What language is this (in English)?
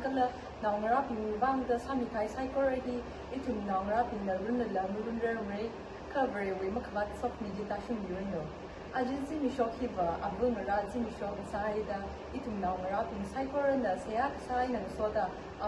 Tangkhul Naga (India)